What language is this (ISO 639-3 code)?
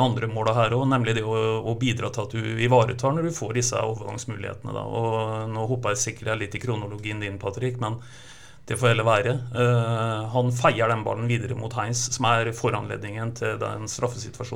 nor